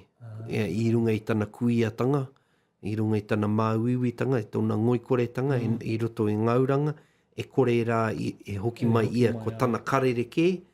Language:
Māori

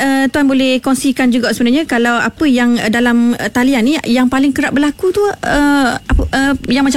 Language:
Malay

